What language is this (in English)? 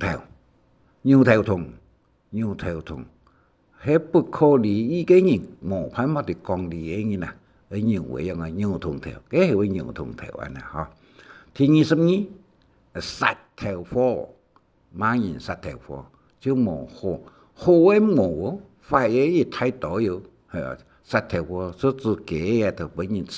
Hakka Chinese